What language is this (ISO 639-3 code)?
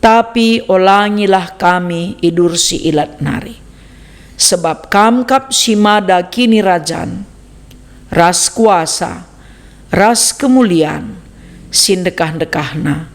btx